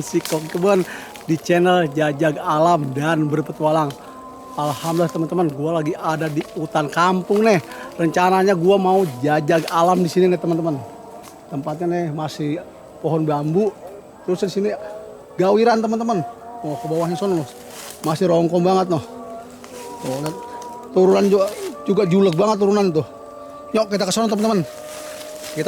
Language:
Betawi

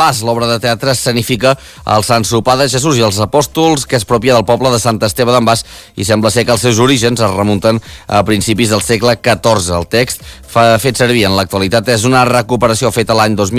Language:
Catalan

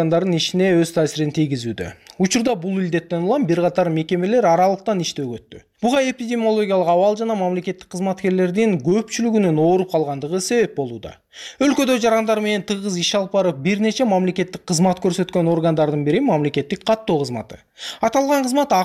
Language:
Kyrgyz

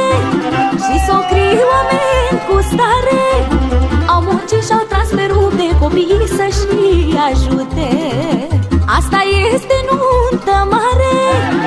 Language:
Romanian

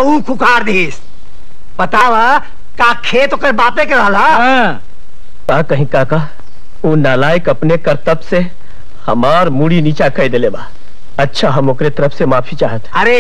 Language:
Bhojpuri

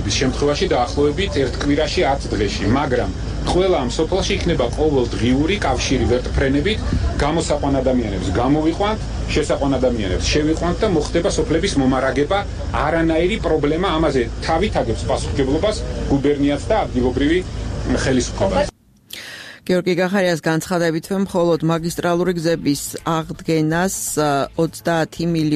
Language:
Georgian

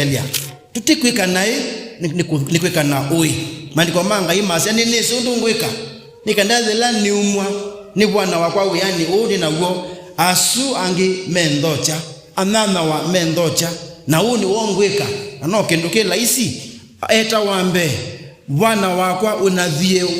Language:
Kamba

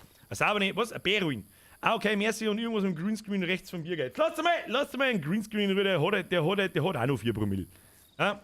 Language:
Bavarian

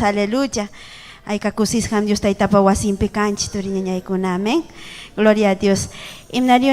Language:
Ayacucho Quechua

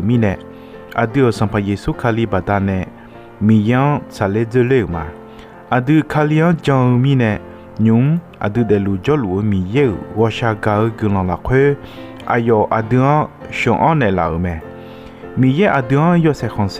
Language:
Akha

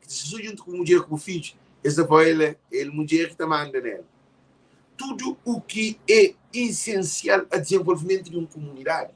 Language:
Kabuverdianu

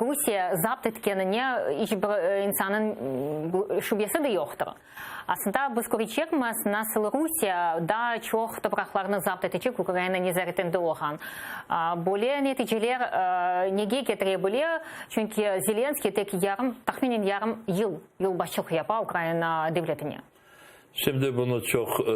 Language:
Crimean Tatar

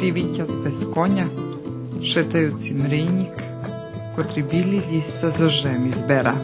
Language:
Rusyn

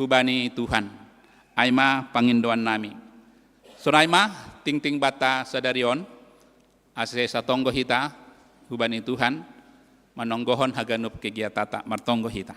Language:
Batak Simalungun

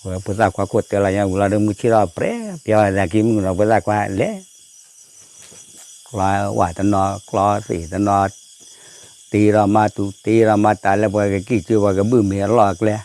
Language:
S'gaw Karen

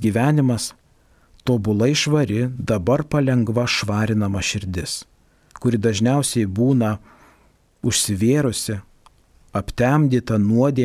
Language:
Lithuanian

